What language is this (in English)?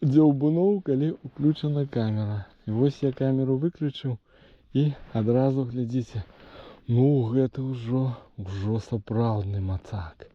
Belarusian